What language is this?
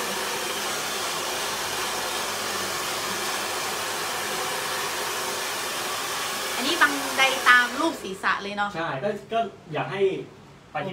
Thai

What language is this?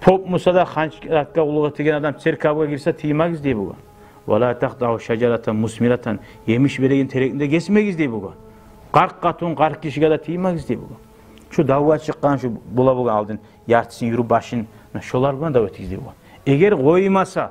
Kumyk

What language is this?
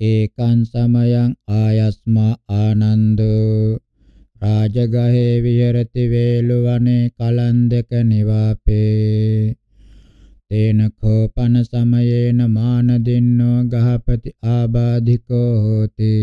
Pali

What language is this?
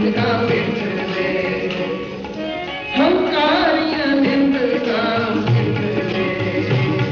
Hindi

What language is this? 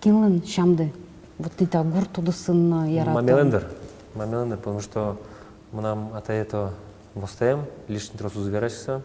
Udmurt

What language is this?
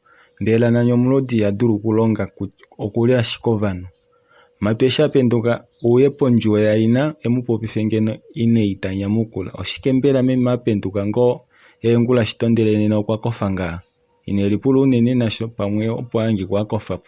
Kuanyama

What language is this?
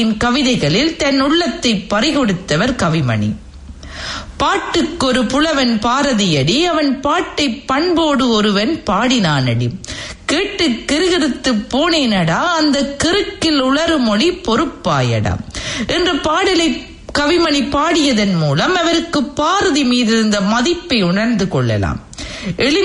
Tamil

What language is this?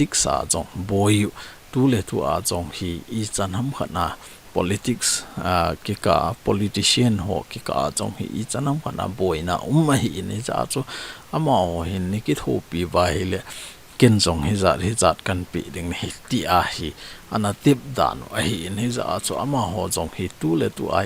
Thado Chin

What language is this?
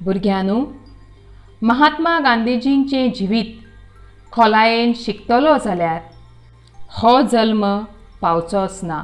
Konkani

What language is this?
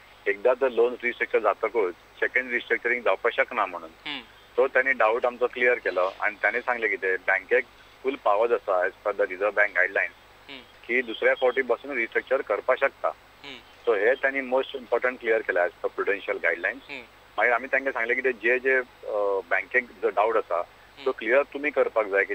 Konkani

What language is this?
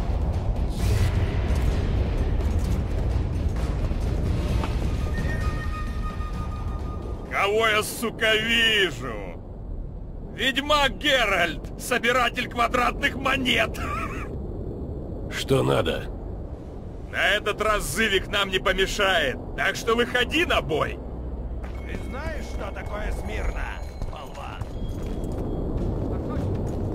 Russian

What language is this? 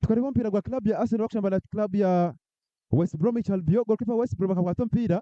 Nyankole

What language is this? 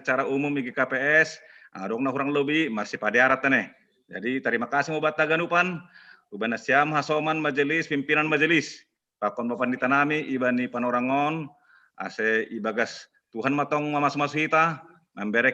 Batak Simalungun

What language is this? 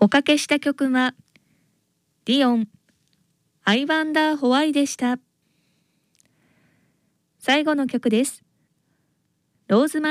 Japanese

